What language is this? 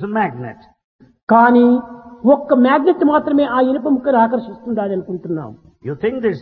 Telugu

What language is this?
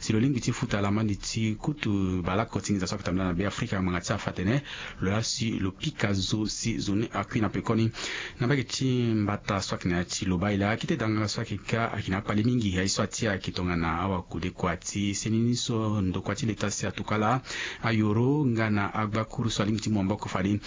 Sango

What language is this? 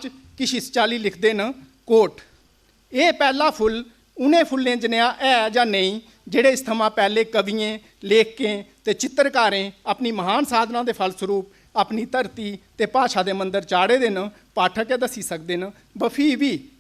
Dogri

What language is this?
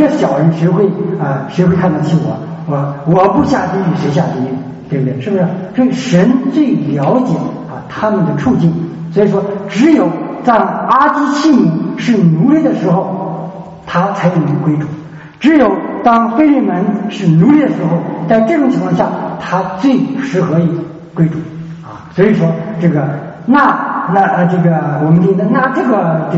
Chinese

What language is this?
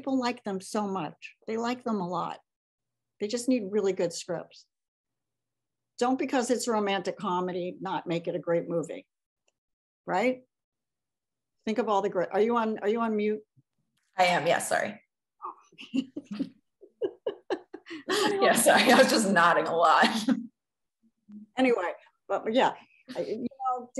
English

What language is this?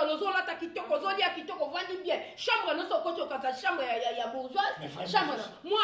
Lingala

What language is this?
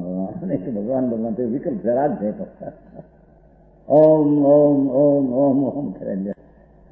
Gujarati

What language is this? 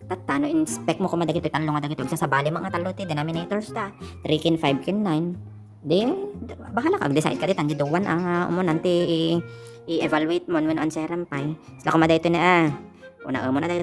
Iloko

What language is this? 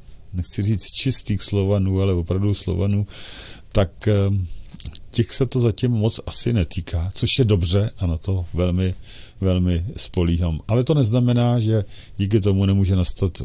Czech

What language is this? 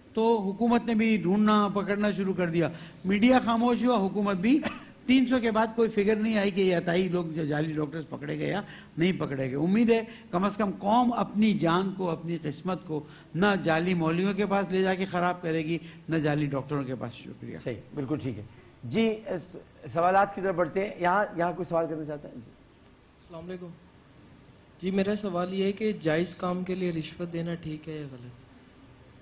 Urdu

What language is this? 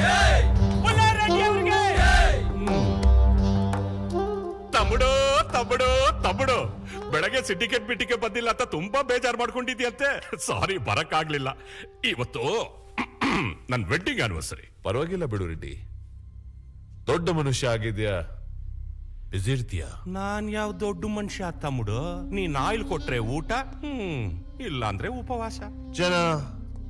Kannada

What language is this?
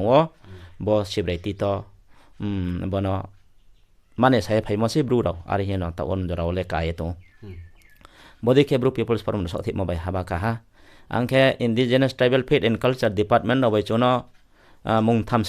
Riang (India)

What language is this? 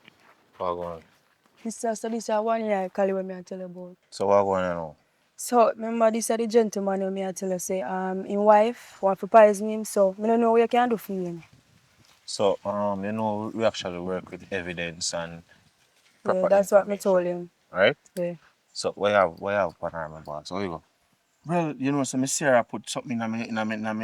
Jamaican Creole English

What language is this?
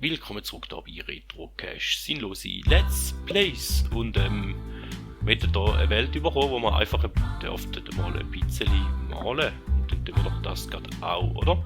Swiss German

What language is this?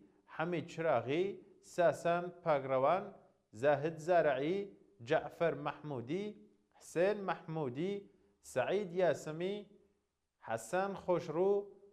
Central Kurdish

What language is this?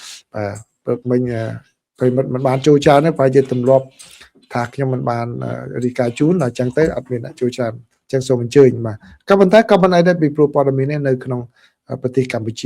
Khmer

